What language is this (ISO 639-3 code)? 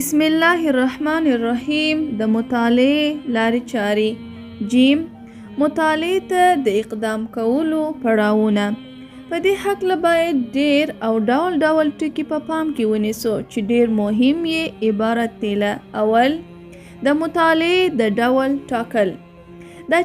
pus